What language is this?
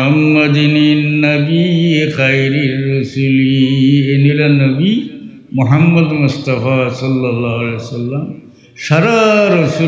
Sylheti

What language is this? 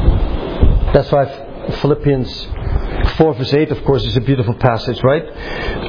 English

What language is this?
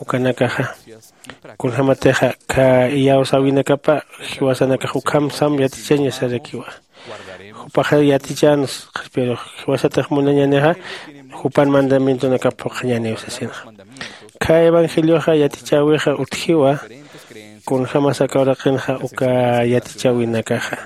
Aymara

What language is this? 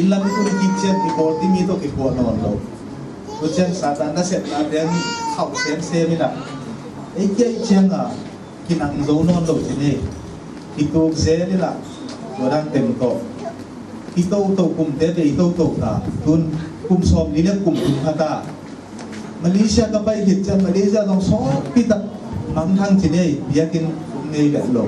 Tedim Chin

